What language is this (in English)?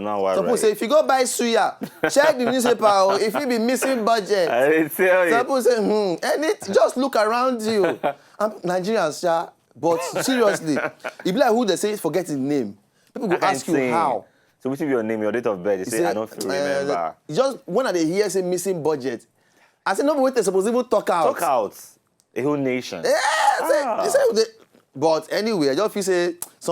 Nigerian Pidgin